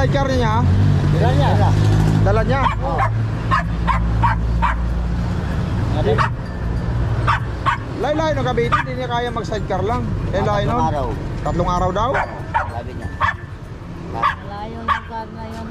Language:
Filipino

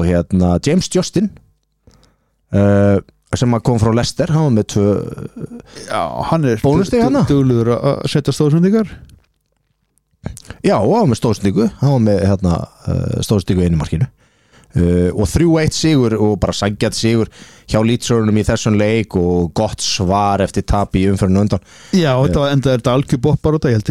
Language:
Icelandic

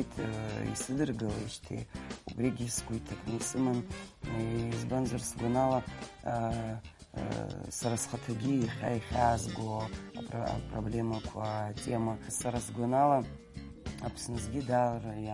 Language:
Abkhazian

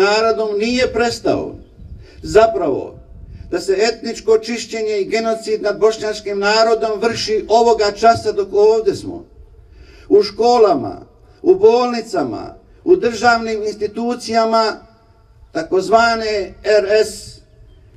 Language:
Bosnian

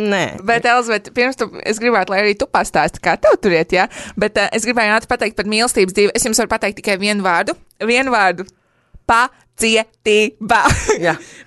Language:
Latvian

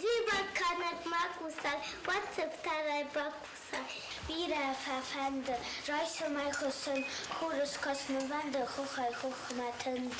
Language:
Ossetic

